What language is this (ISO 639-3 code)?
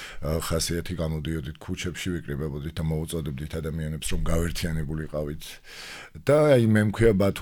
kat